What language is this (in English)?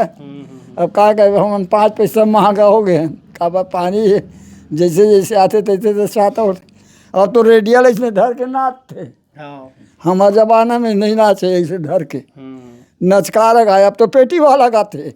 Chhattisgarhi